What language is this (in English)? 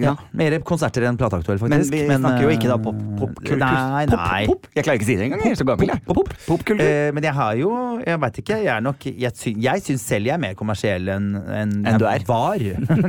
Norwegian